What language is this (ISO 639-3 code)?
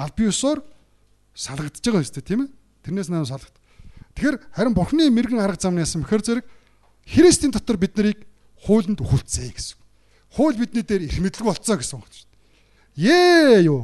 mon